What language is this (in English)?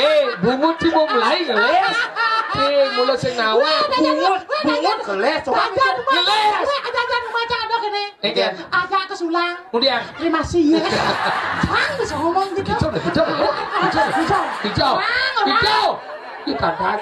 Balinese